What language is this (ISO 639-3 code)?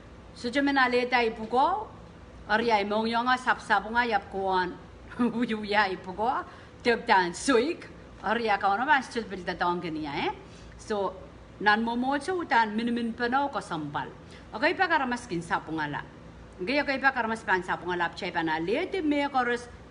pon